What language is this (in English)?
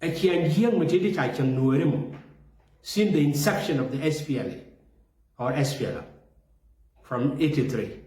Nuer